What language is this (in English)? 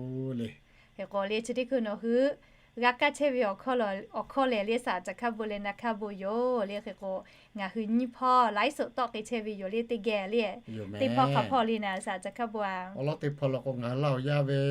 Lahu